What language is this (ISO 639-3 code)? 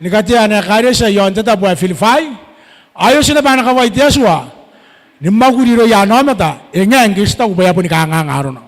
gil